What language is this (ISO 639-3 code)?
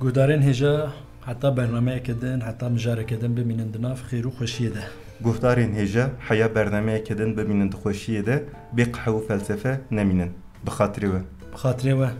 kur